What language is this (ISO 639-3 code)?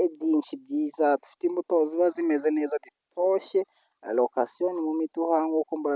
kin